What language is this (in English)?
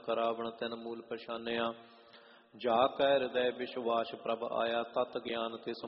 Punjabi